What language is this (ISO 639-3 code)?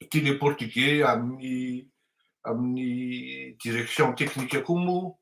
mlg